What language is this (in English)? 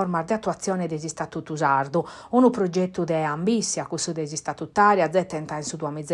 Sardinian